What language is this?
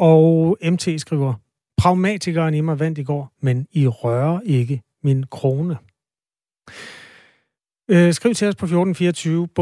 Danish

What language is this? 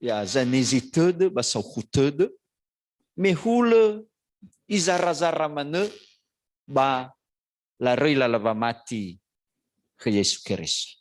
Nias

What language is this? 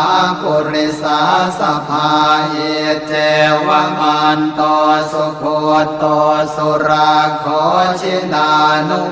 Pali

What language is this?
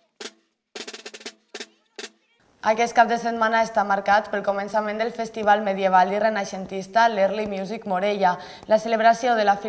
Catalan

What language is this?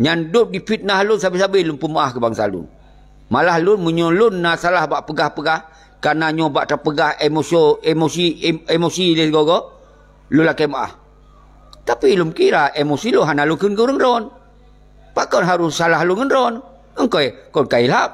Achinese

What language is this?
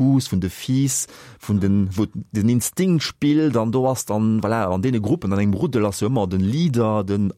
Luxembourgish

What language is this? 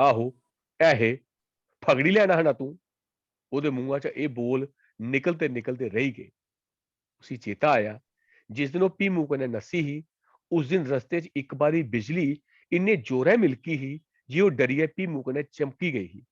Dogri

